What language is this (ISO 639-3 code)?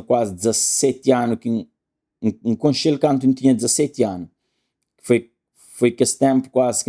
kea